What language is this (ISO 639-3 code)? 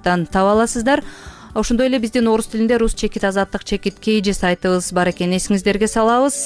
kir